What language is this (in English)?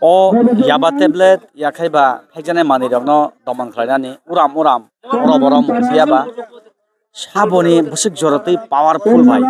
Kok Borok